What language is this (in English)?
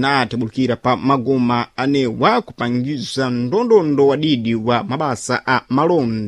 Sena